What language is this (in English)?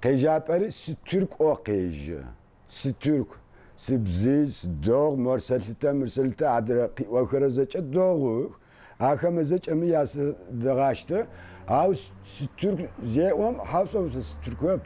Adyghe